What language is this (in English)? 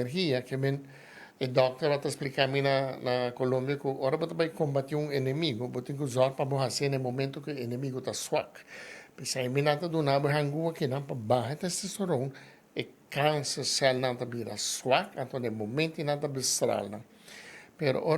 Papiamento